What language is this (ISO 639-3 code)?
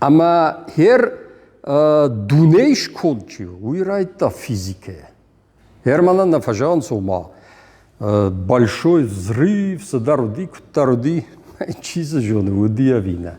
oss